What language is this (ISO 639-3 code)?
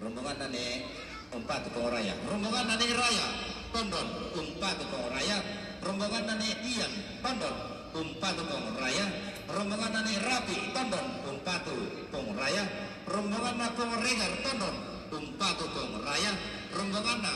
sda